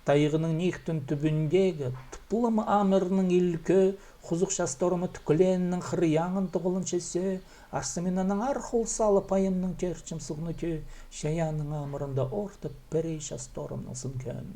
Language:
Khakas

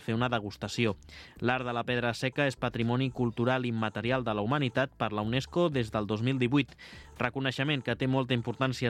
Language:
Catalan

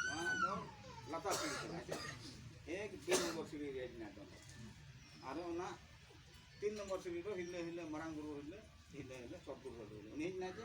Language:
Santali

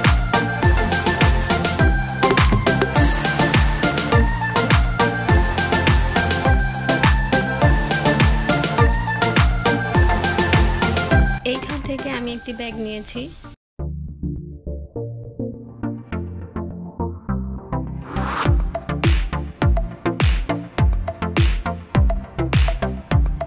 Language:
Bangla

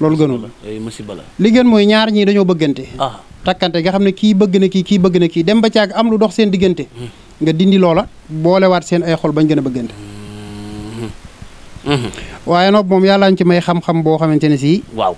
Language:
Wolof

